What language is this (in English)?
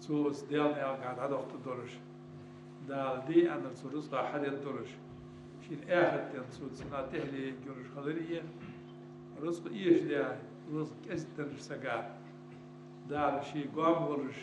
Ingush